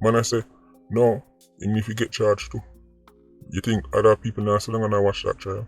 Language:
Jamaican Creole English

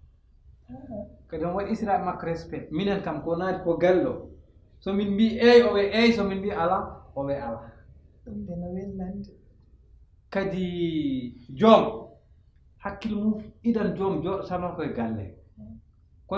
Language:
Fula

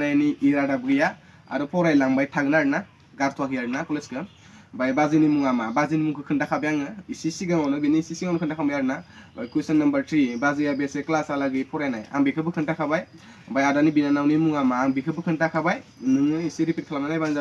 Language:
Bodo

